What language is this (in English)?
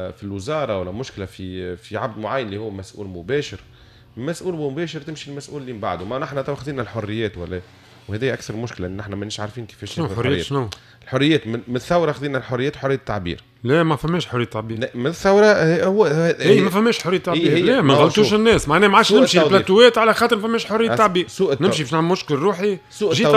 Tunisian Arabic